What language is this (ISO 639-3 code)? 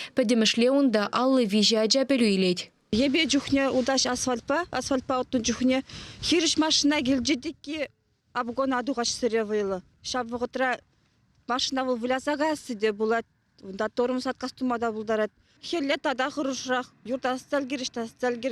chv